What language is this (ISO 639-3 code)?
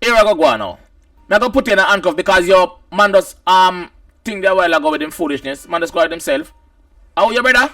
jam